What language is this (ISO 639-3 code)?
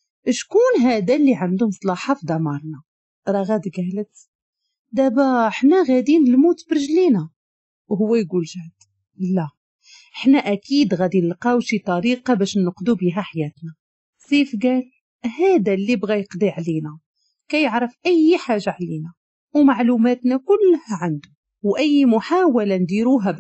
ary